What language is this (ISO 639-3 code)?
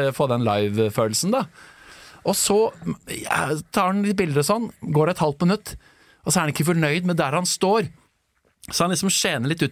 nor